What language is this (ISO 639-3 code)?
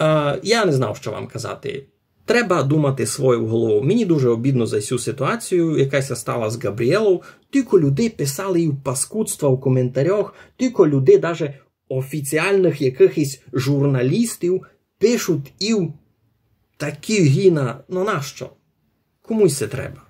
rue